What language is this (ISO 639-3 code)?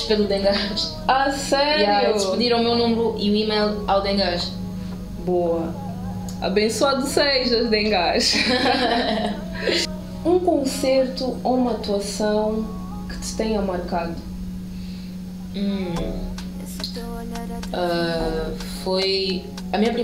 por